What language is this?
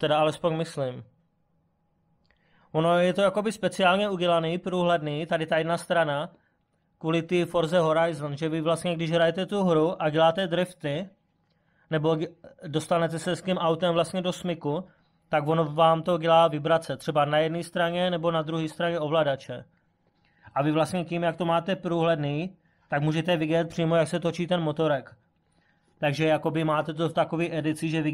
Czech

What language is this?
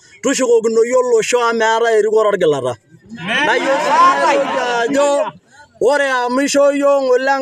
Masai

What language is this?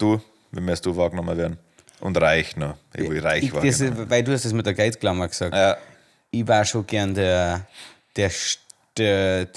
Bavarian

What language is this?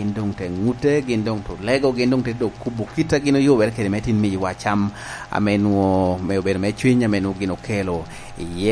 Lango (Uganda)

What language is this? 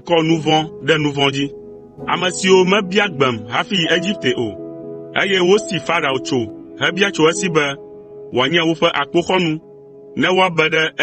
Ewe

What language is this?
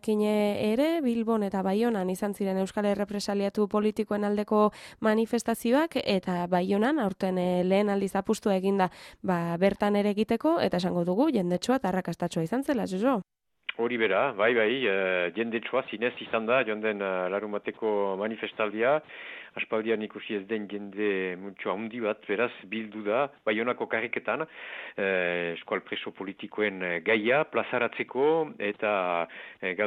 Basque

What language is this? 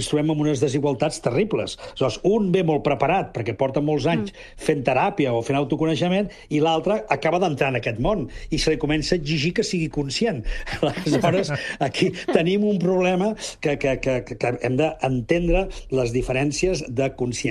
Catalan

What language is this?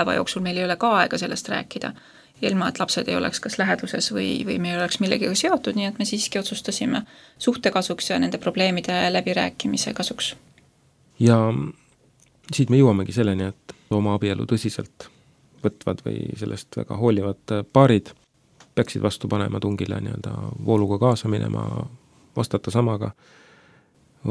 Estonian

